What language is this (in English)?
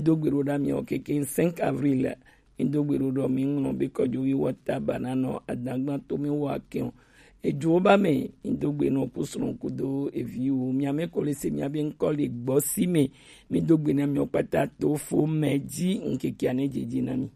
Gen